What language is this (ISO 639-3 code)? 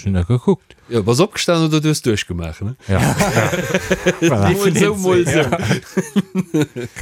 ltz